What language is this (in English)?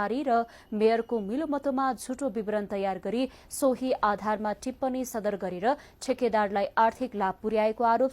Nepali